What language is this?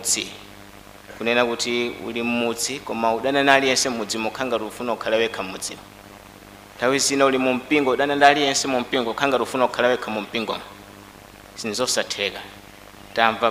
Nyanja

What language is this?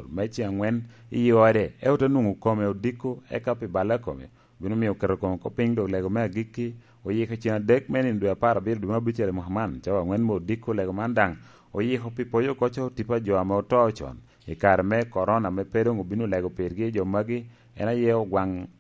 Lango (Uganda)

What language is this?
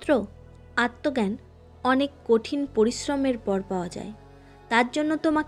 Bangla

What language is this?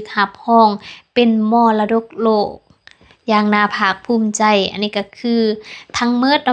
Lao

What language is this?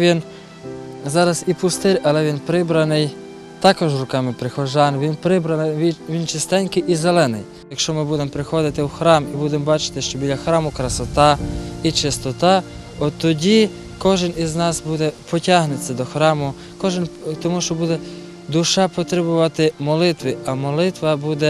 Ukrainian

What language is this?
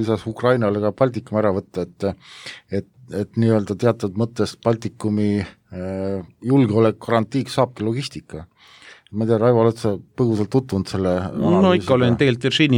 Estonian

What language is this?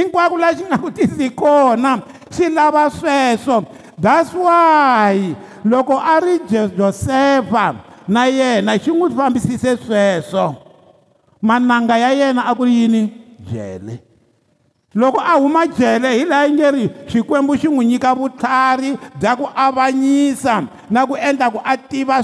Tsonga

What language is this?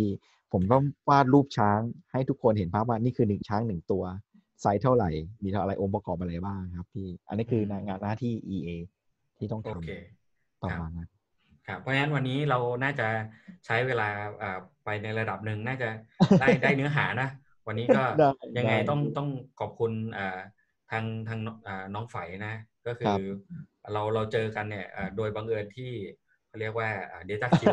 Thai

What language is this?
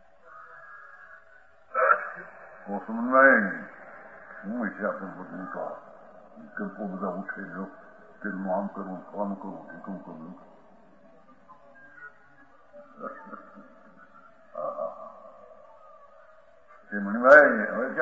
Gujarati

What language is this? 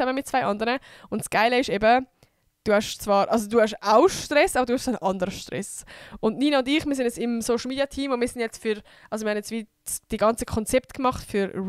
Swiss German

